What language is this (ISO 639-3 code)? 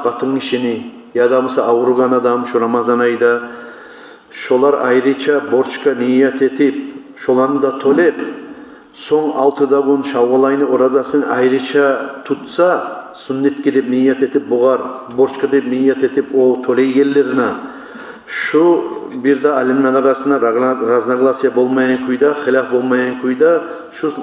kum